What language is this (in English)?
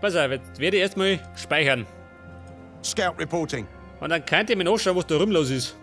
Bavarian